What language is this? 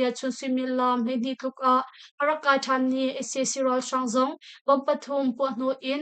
Hakha Chin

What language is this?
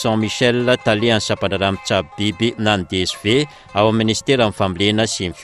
Malagasy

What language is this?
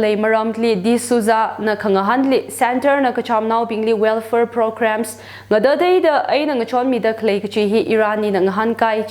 Tangkhul Naga (India)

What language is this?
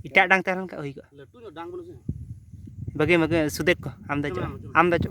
Santali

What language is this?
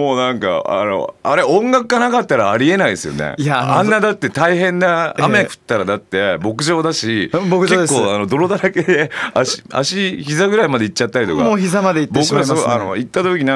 Japanese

